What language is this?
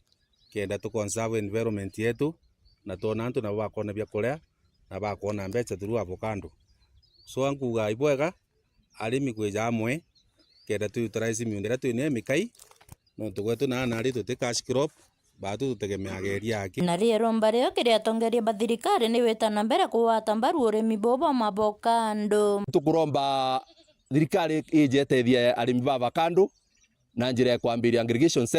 Meru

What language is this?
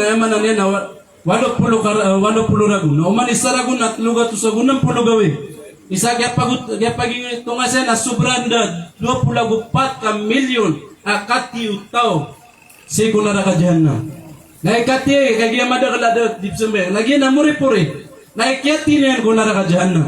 Maranao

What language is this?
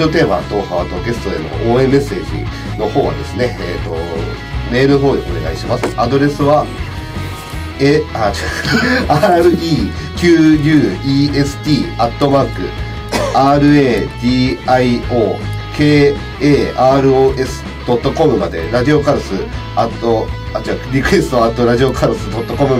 Japanese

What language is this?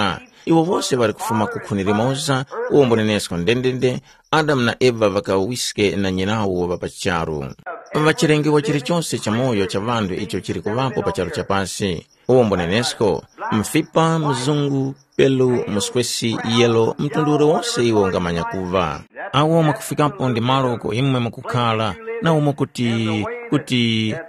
Tumbuka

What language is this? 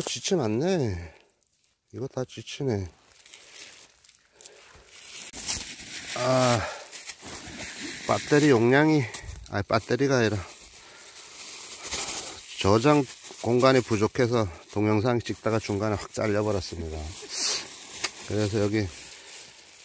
Korean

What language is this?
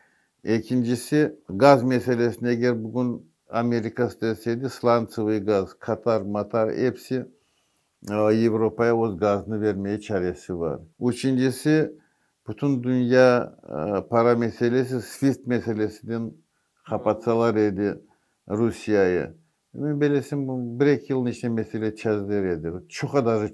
Crimean Tatar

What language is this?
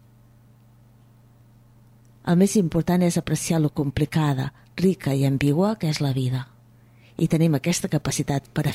Catalan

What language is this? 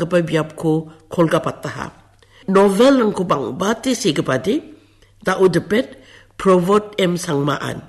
Garo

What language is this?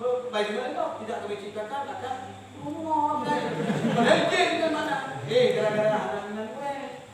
Achinese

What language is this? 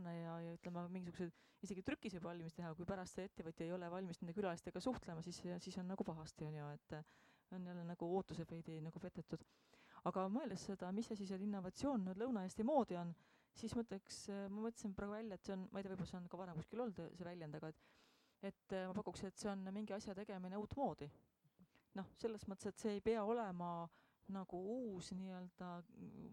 Estonian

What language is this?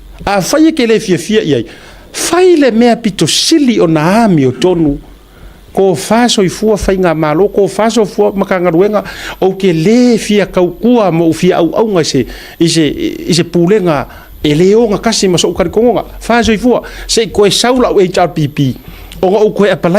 Samoan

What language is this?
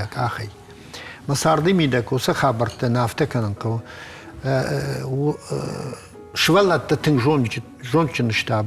Ossetic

